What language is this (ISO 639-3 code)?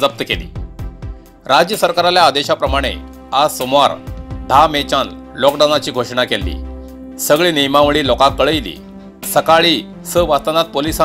kok